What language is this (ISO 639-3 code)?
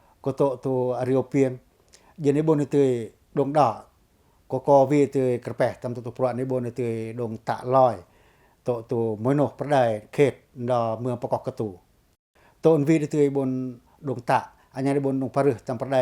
pac